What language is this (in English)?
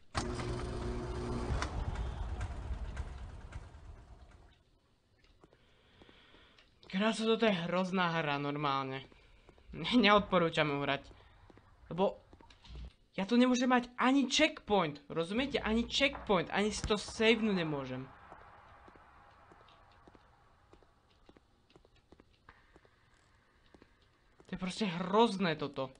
Slovak